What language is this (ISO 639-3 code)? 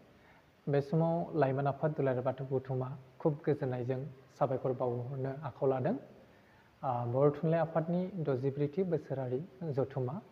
brx